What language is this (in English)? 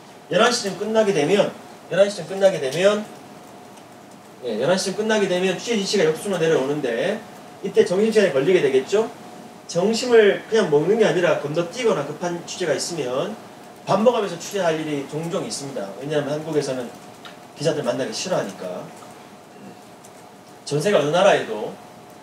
Korean